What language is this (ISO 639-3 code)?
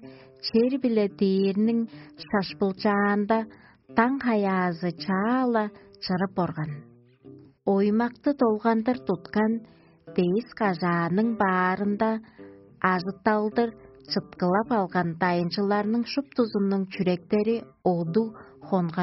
tyv